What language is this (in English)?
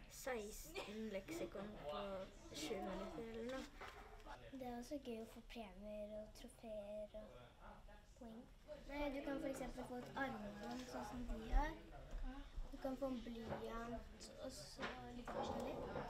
Norwegian